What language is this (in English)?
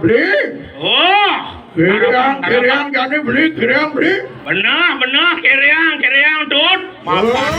Balinese